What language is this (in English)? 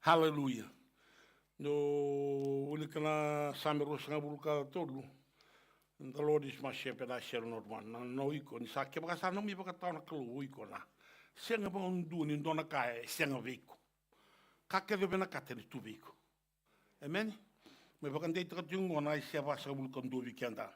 Fijian